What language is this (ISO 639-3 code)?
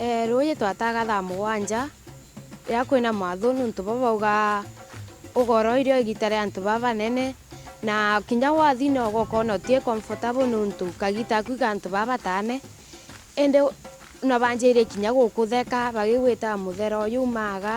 mer